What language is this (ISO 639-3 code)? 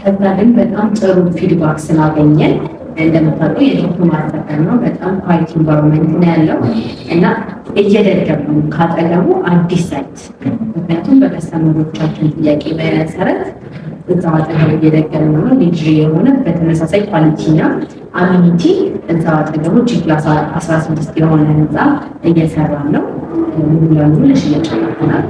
amh